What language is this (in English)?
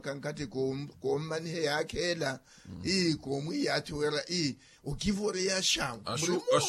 Makhuwa